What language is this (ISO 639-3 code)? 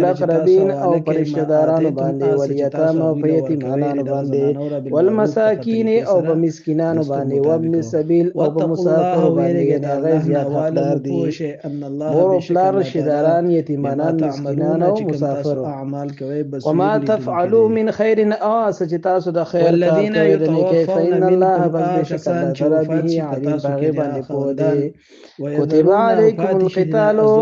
pus